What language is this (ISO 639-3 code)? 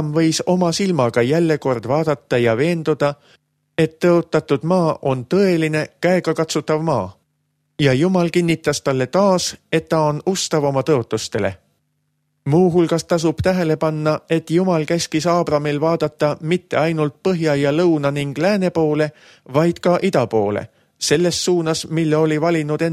est